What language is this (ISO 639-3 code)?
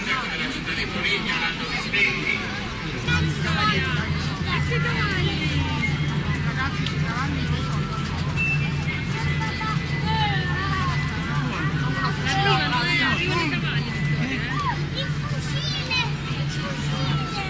ita